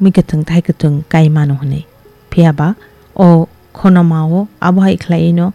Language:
Kok Borok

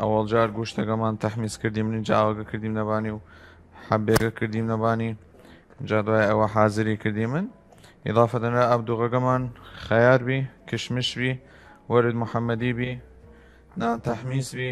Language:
Southern Kurdish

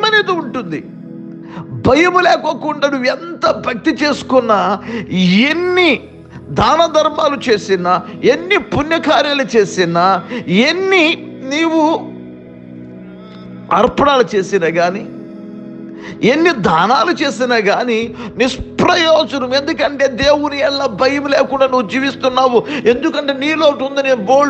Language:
Telugu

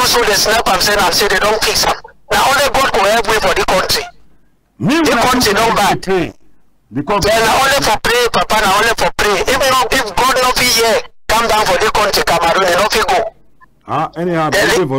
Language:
Cameroon Pidgin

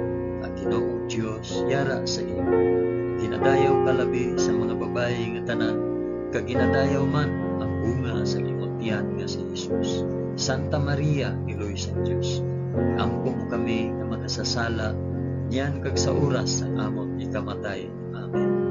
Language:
Hiligaynon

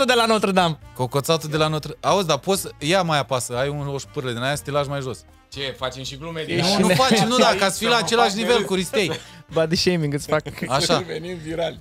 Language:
Romanian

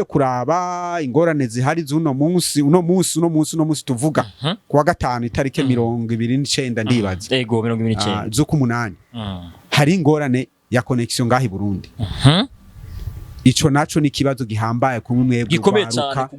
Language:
Rundi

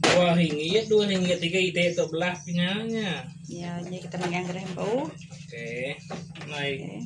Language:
Iban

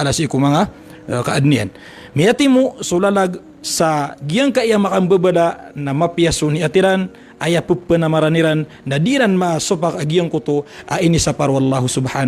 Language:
Maranao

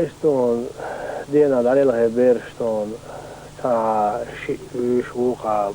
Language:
Chechen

